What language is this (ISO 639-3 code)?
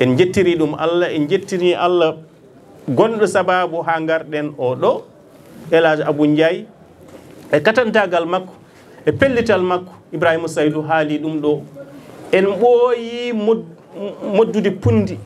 ful